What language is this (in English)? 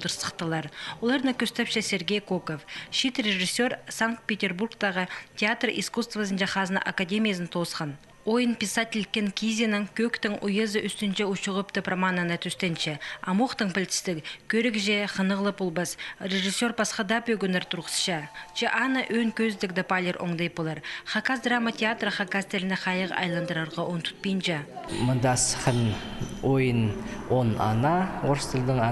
Khakas